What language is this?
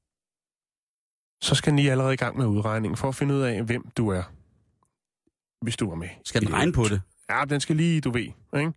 Danish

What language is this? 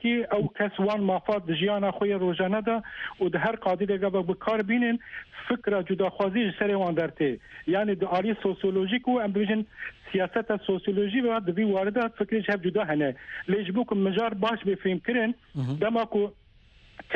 Kurdish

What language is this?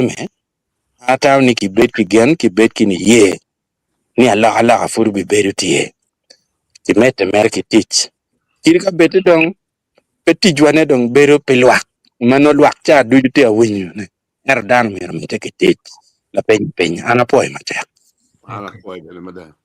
Acoli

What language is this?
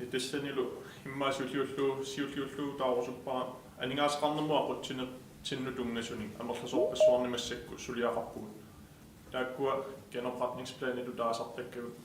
Kalaallisut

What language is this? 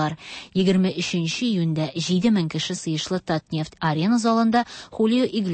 Tatar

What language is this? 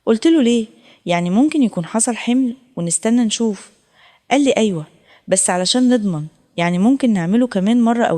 Egyptian Arabic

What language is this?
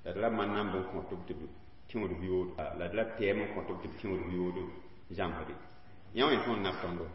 Mossi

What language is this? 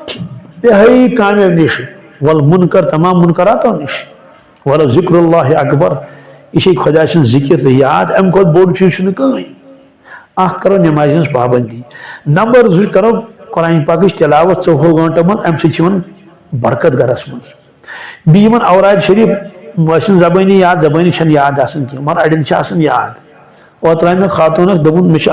Kashmiri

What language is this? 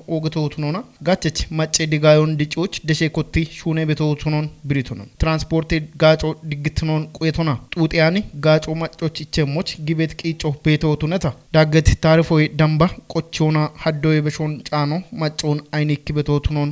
Kafa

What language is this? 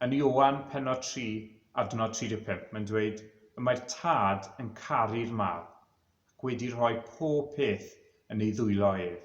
Welsh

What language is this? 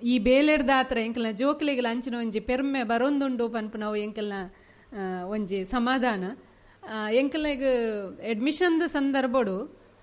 Tulu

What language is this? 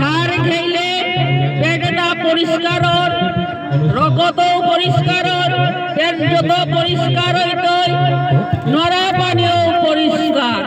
Bishnupriya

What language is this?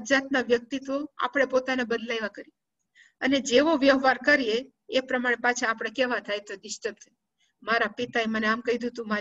Gujarati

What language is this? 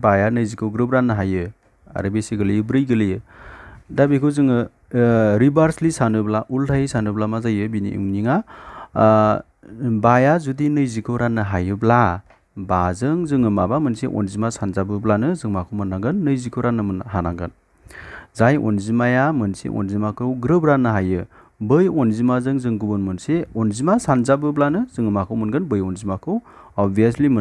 Bodo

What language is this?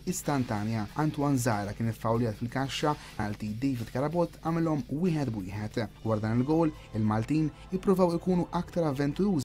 Maltese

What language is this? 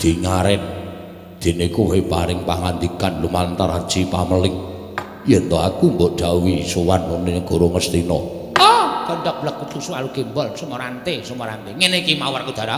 Javanese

